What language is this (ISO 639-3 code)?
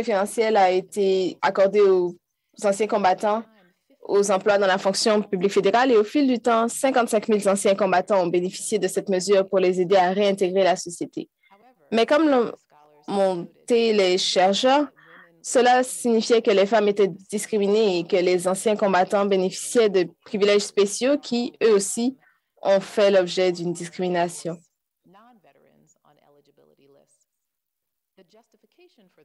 fra